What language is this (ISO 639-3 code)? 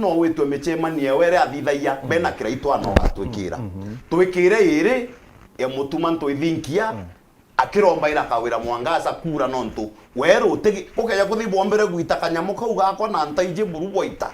mer